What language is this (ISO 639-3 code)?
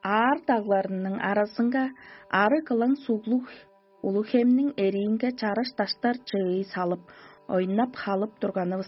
tyv